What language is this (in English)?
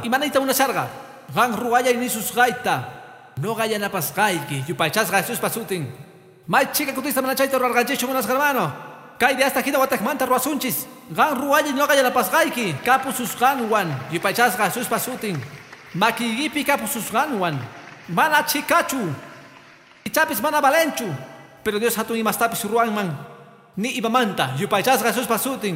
Quechua